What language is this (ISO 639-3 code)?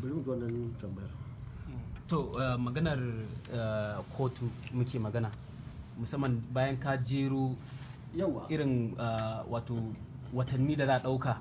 hau